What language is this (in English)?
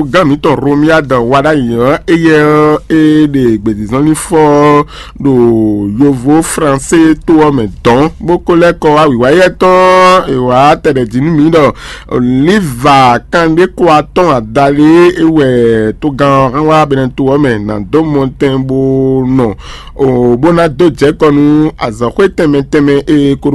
Fon